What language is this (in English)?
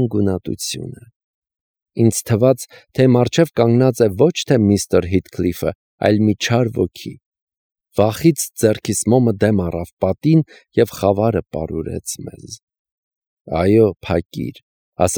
Armenian